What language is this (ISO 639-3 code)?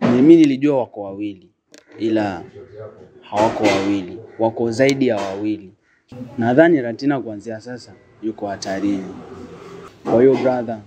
swa